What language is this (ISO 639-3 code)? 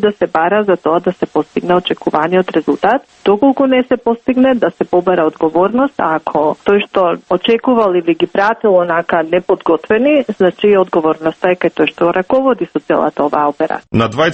mkd